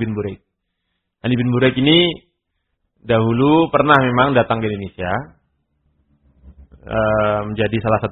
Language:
Indonesian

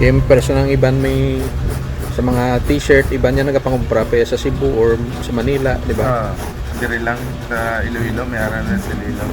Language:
Hiligaynon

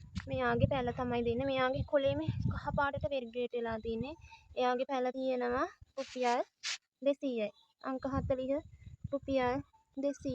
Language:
Sinhala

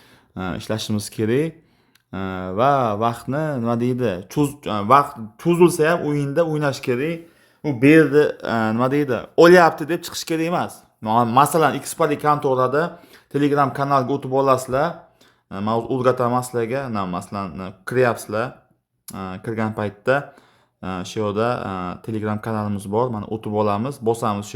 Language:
Uzbek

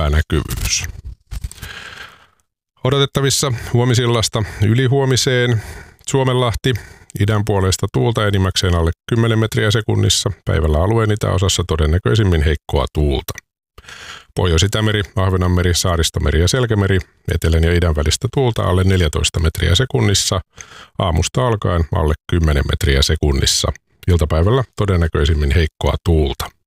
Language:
Finnish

